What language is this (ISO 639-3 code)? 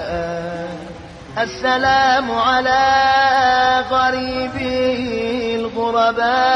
fas